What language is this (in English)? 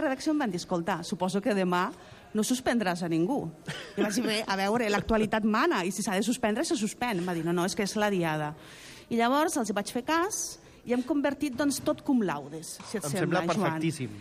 Catalan